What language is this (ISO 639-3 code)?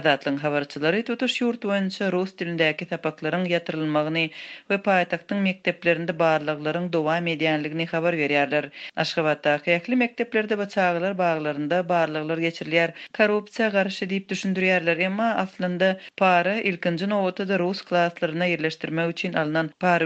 tuk